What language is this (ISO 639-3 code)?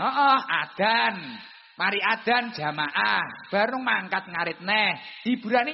jav